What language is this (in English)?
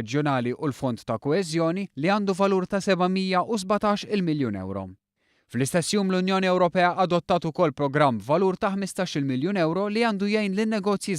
Maltese